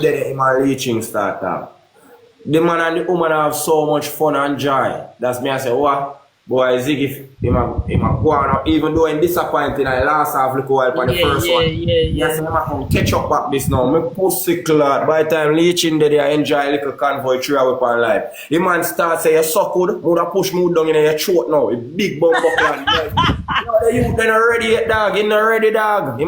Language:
Jamaican Creole English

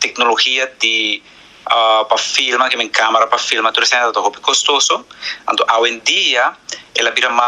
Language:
Papiamento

